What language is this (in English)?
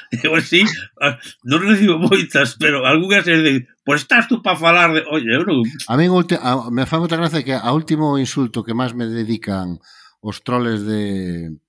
Galician